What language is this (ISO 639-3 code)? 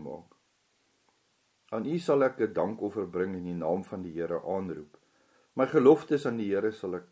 afr